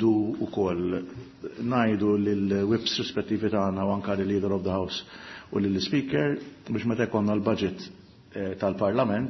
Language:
Maltese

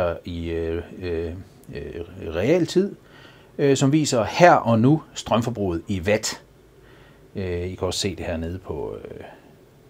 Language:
Danish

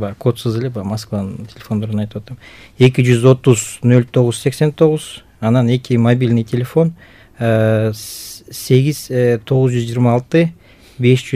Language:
Kyrgyz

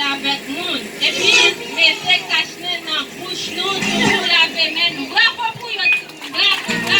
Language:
Haitian Creole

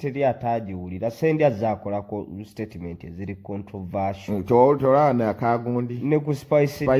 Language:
Ganda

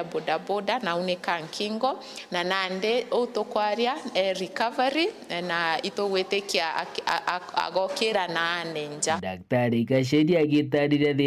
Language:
Meru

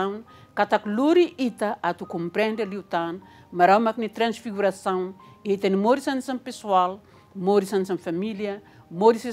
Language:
Tetum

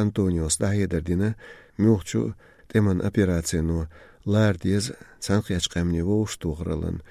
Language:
Chechen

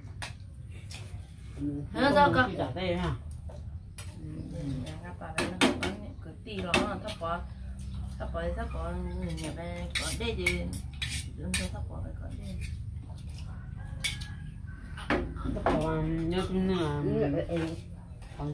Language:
Vietnamese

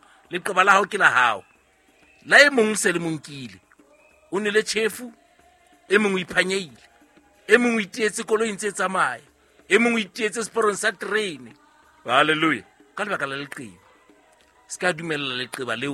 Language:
Southern Sotho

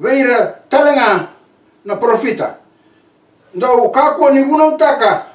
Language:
Fijian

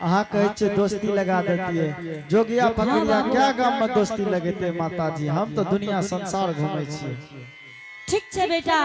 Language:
Angika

